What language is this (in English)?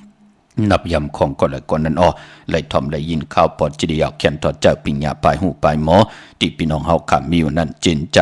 Shan